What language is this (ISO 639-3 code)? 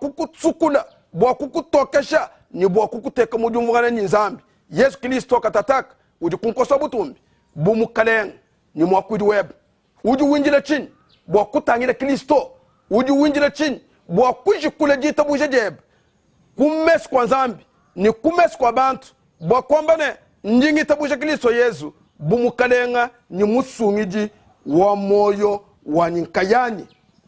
lua